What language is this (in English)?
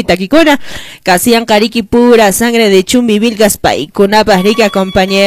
Quechua